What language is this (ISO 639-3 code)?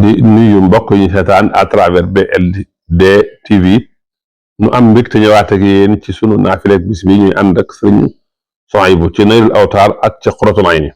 wol